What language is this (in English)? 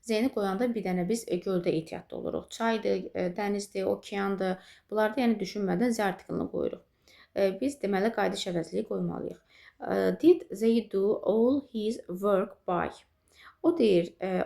Azerbaijani